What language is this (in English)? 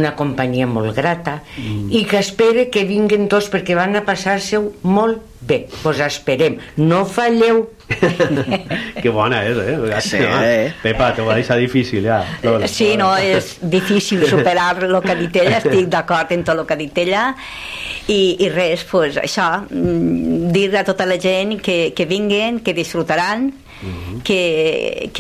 Catalan